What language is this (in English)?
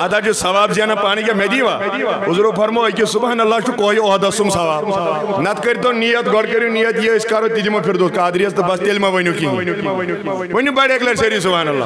Kashmiri